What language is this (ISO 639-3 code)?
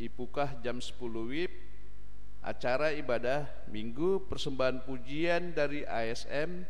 bts